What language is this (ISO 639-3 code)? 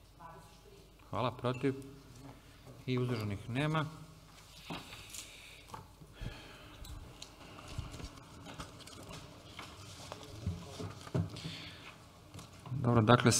srp